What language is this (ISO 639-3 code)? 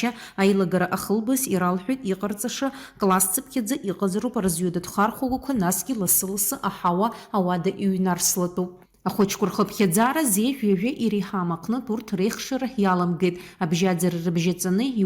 abk